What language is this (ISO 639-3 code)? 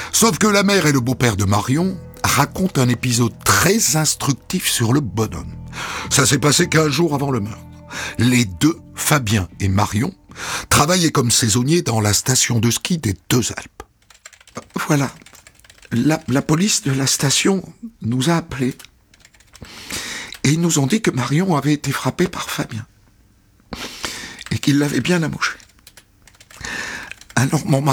fra